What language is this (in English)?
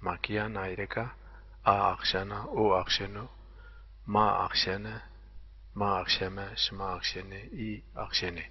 Zaza